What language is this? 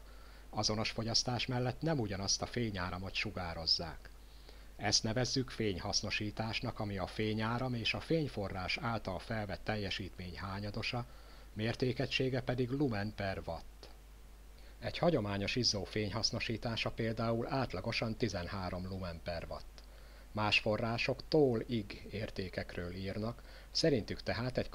Hungarian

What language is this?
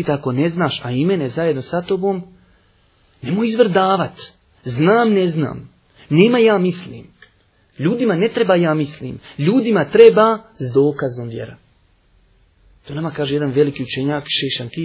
Bosnian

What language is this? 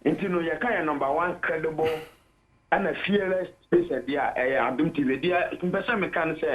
Akan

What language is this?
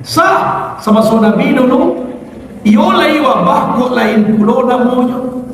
Minangkabau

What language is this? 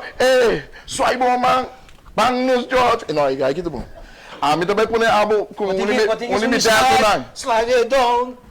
Papiamento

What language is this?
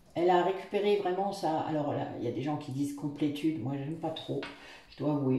French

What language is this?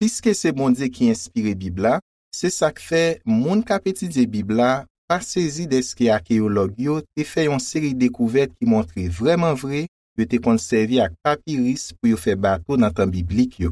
Haitian Creole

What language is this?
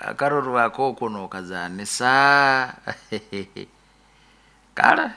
Nyoro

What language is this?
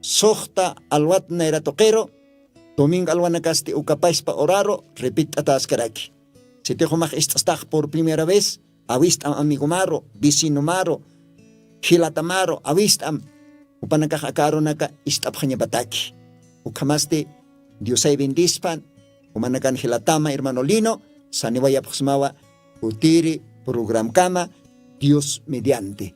Aymara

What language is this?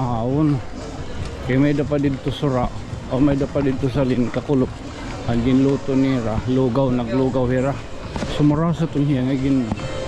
Waray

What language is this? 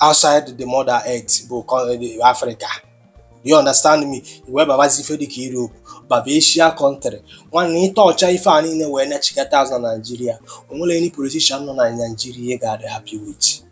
Igbo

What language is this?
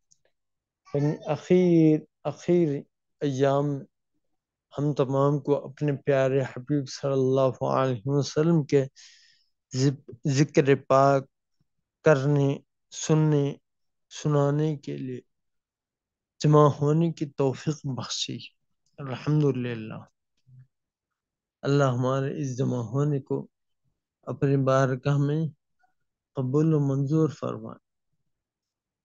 Urdu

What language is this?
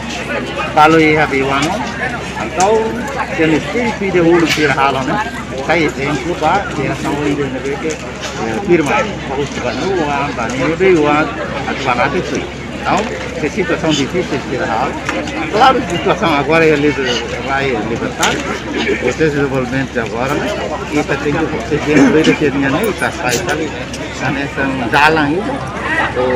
Tetum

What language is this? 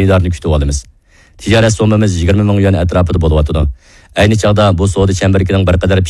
Uyghur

